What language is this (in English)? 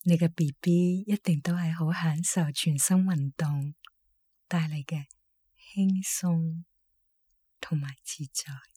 Cantonese